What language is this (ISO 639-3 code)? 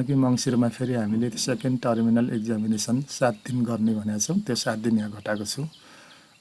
nep